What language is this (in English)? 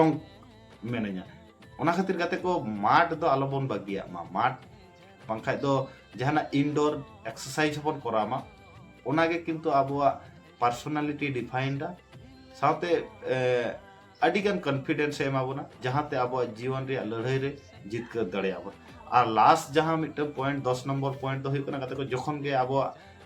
Santali